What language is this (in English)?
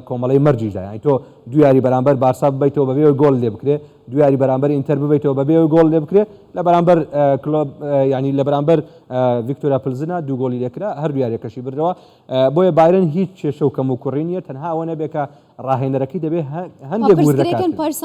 Central Kurdish